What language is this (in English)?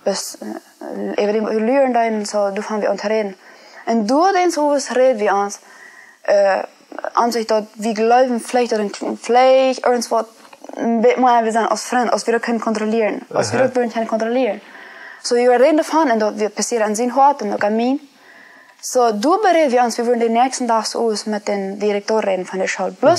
Plautdietsch